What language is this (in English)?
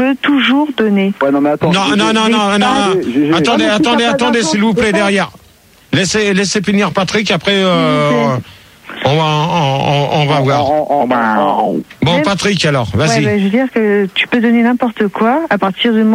French